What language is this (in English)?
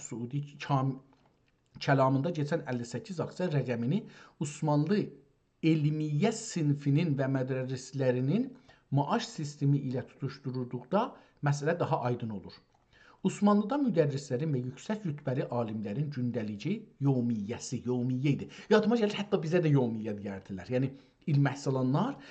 South Azerbaijani